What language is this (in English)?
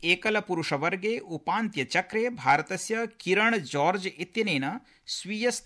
Sanskrit